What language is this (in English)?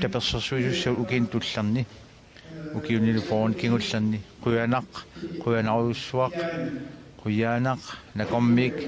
Kalaallisut